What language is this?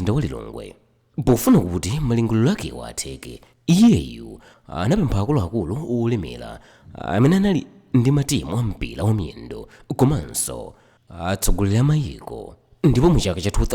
Nyanja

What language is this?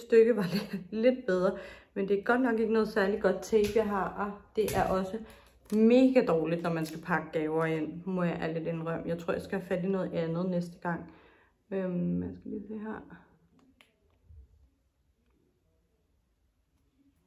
Danish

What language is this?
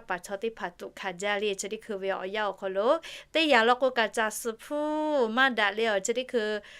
Lahu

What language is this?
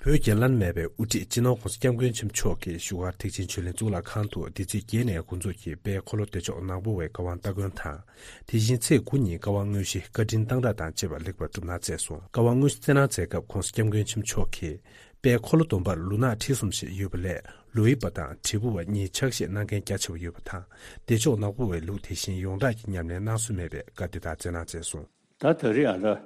Tibetan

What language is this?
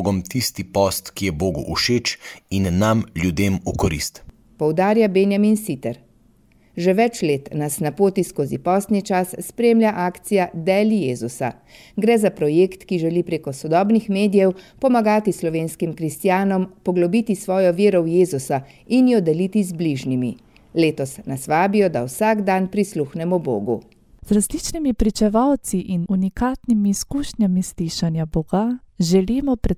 Slovenian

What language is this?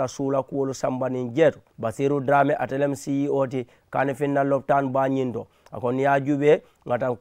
Mandingo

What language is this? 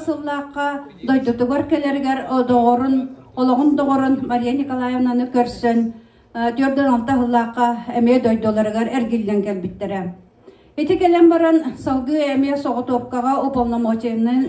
Yakut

